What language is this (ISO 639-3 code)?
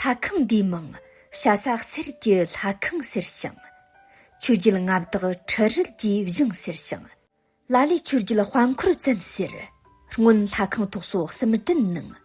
bod